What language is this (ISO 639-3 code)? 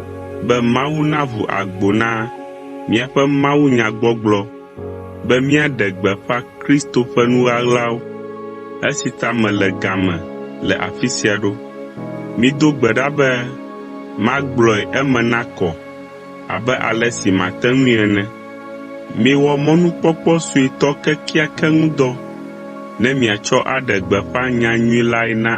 ewe